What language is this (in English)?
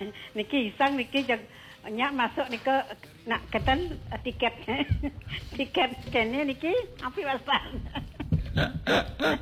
Balinese